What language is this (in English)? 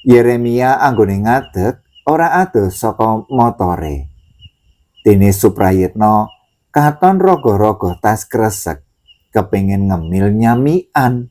Javanese